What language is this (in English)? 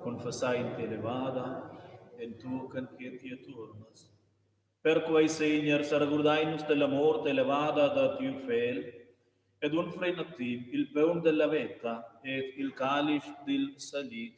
Romansh